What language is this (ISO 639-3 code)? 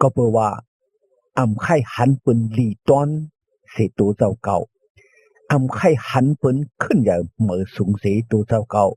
shn